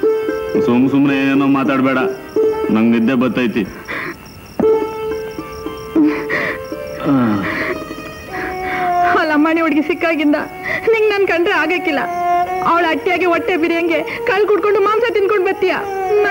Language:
Kannada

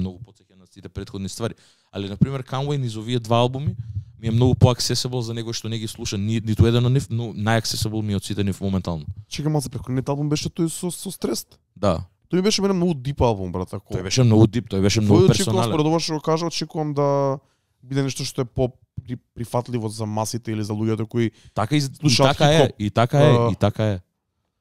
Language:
Macedonian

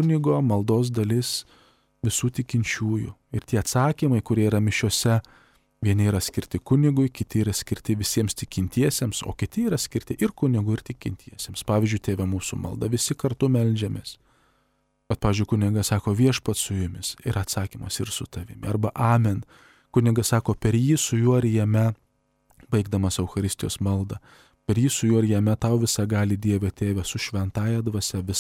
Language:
Lithuanian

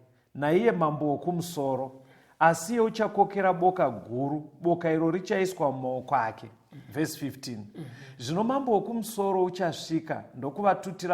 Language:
Shona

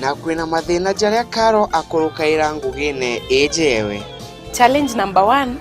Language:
Meru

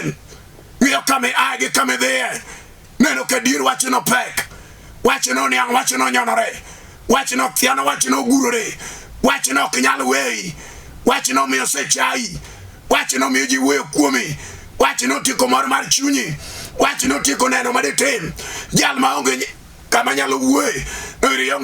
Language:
Luo (Kenya and Tanzania)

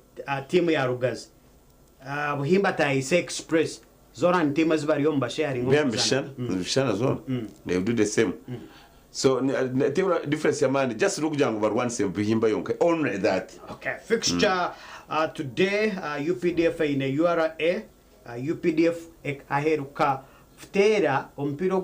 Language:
Nyankole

